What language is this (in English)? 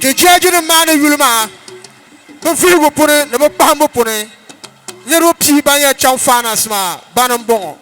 Dagbani